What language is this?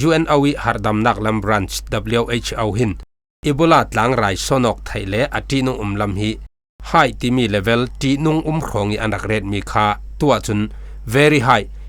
Falam Chin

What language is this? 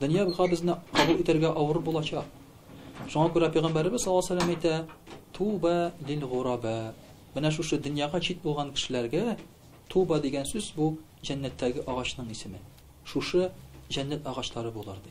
Tatar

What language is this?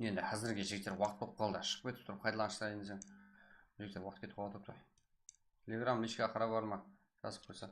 Kara-Kalpak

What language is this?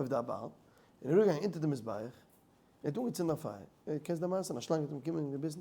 Yiddish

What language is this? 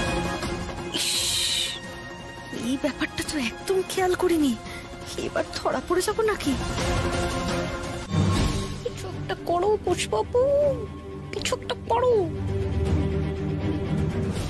Bangla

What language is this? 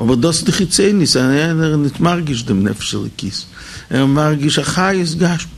Yiddish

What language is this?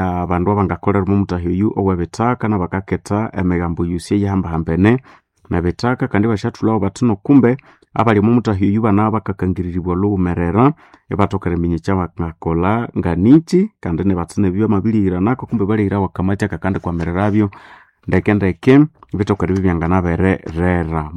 Nande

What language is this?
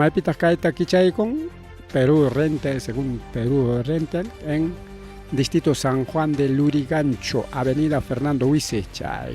Ayacucho Quechua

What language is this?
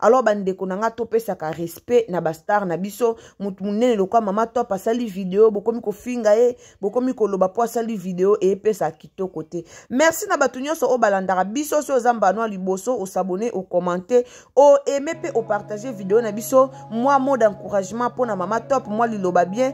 Lingala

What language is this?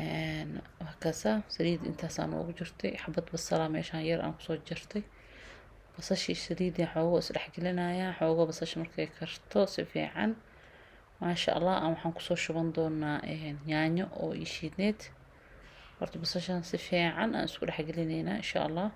Somali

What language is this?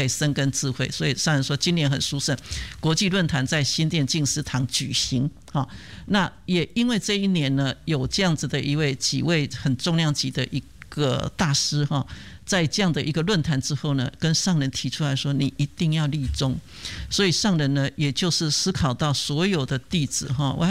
Chinese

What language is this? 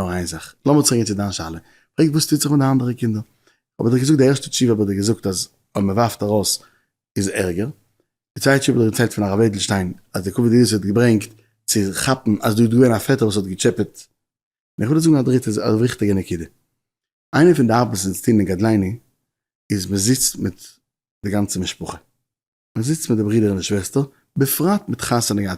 Yiddish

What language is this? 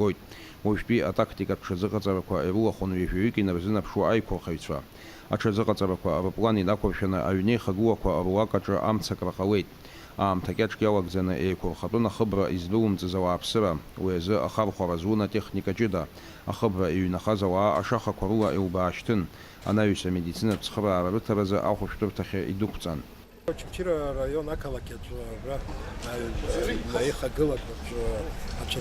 Abkhazian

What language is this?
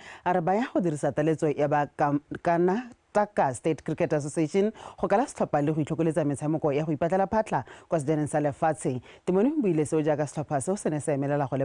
Tswana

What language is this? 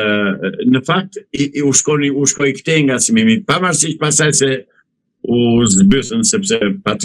Albanian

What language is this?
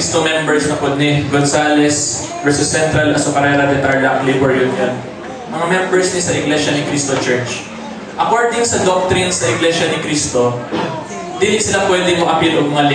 Cebuano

